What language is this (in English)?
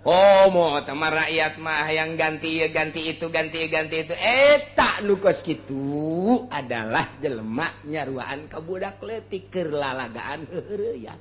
Sundanese